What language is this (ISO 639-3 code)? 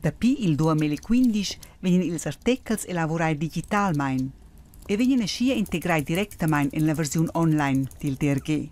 roh